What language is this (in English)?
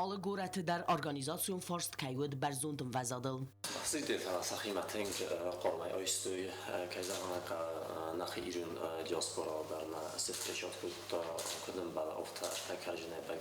Ossetic